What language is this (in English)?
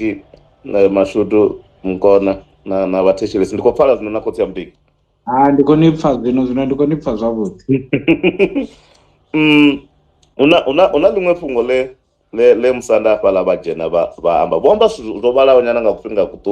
Venda